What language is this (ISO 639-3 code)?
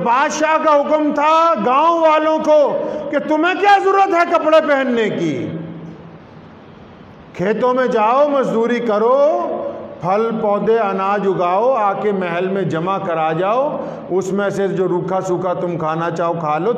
urd